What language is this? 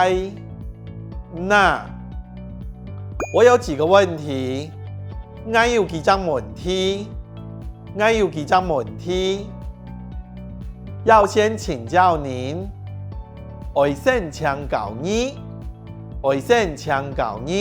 Hakka Chinese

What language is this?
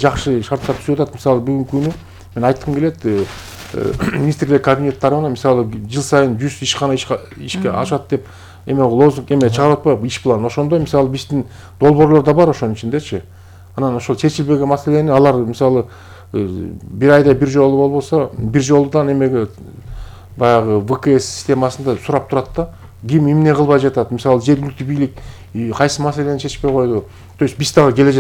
Kyrgyz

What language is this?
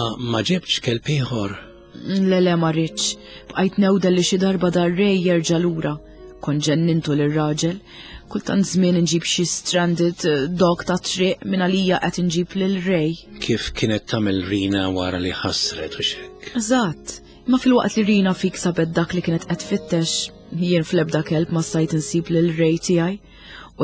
Maltese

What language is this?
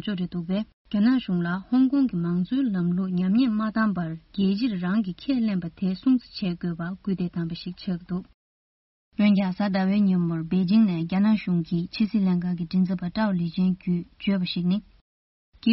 Tibetan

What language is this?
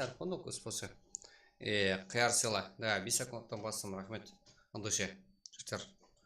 Kara-Kalpak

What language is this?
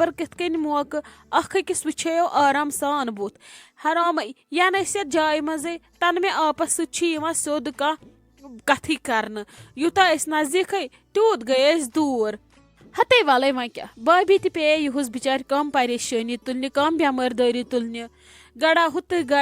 Kashmiri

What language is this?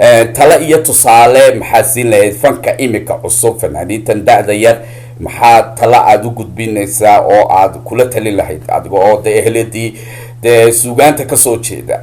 Somali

